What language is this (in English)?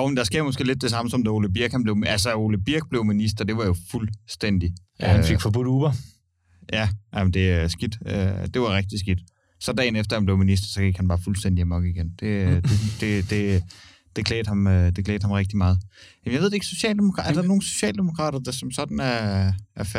Danish